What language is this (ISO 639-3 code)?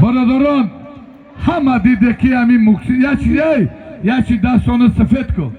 tgk